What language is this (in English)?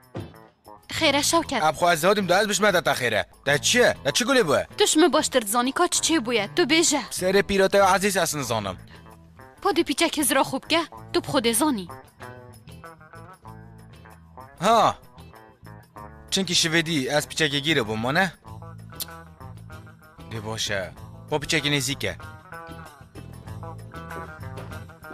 Persian